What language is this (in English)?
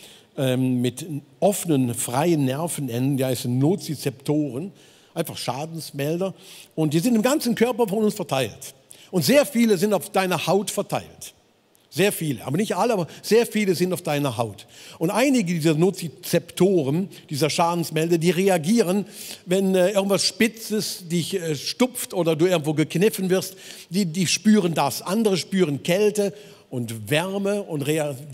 Swiss German